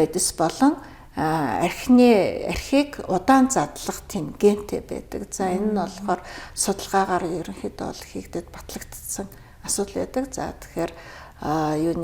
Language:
Mongolian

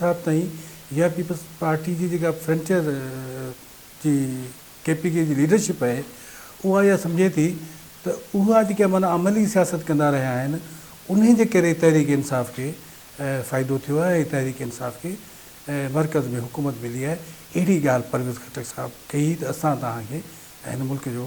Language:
Sindhi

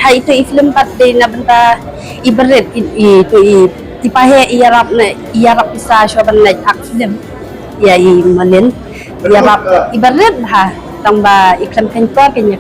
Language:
Khasi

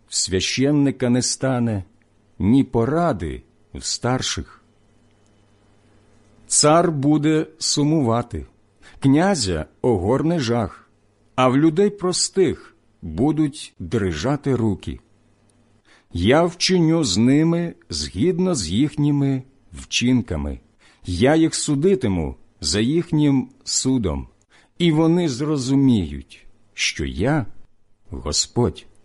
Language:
Ukrainian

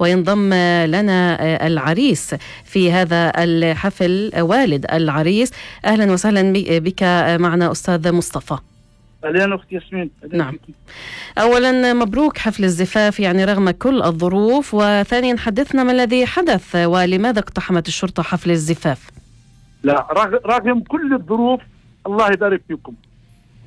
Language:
North Levantine Arabic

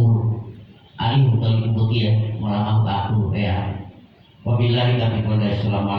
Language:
Gorontalo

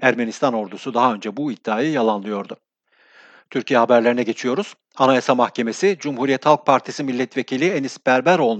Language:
Turkish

